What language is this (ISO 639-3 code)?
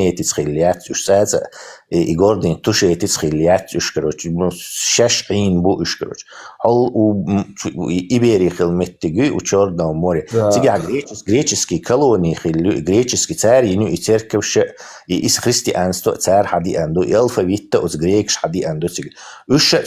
che